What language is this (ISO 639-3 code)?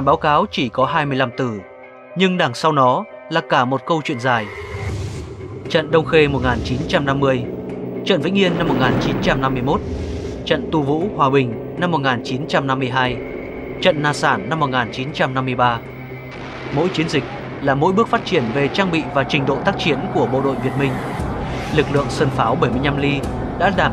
vie